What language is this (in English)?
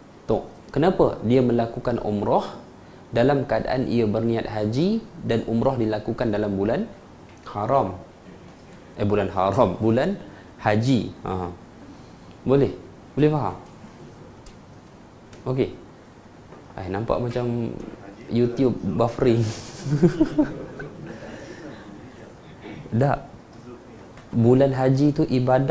Malay